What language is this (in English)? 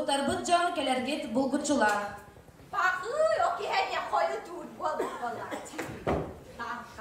Yakut